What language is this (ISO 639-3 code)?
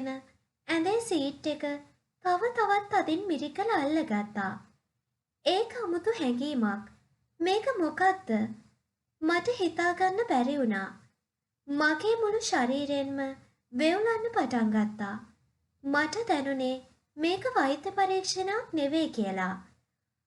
sin